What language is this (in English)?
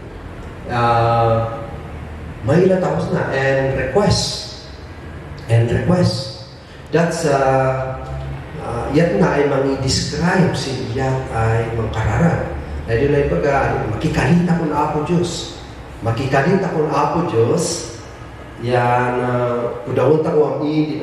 Kankanaey